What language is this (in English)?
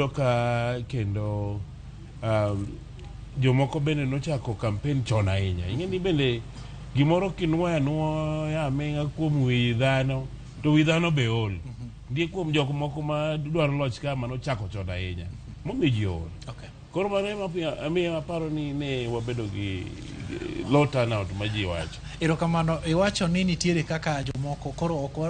Luo (Kenya and Tanzania)